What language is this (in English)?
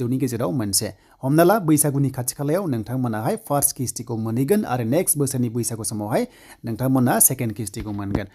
Bodo